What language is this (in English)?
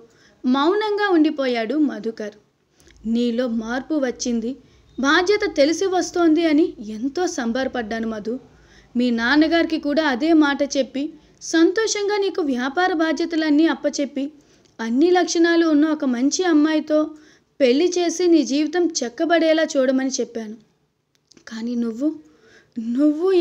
Telugu